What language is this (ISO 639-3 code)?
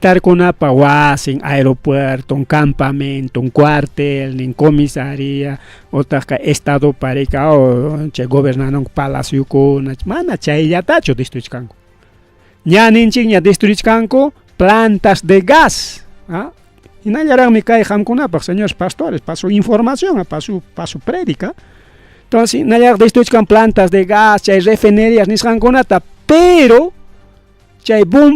quy